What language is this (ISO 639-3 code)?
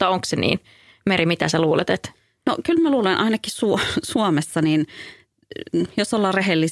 fin